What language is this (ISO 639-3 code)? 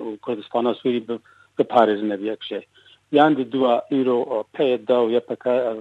kur